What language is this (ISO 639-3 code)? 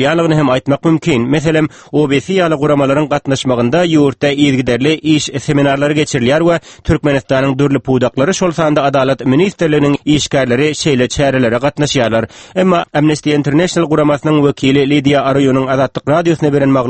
tuk